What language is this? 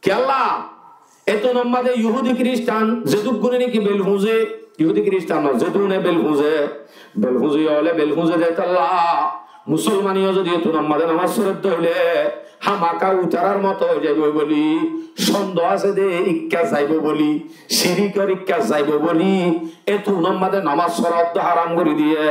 Rohingya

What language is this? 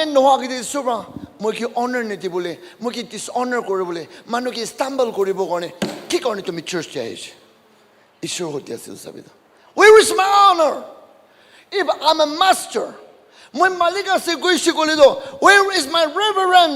Naga Pidgin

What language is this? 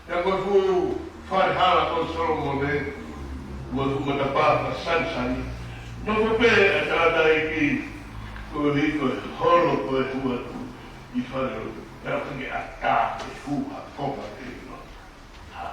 Tongan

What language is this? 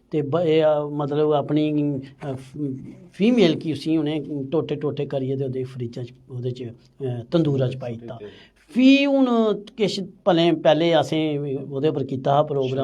Dogri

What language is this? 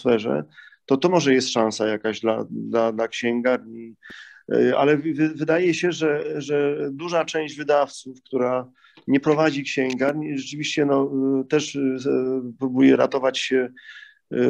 Polish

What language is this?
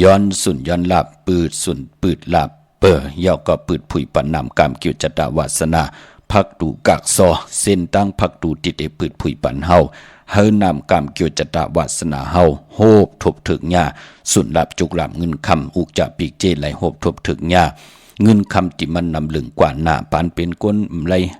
Shan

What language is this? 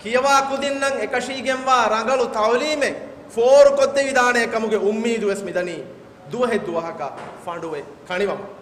Divehi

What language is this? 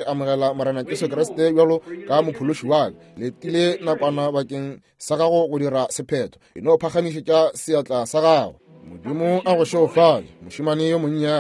Northern Sotho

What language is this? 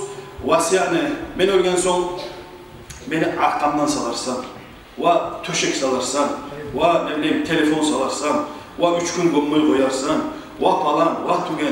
Kumyk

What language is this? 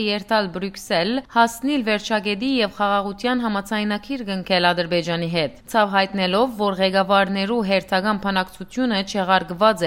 Western Armenian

